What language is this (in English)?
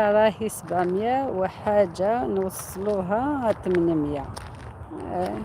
Algerian Arabic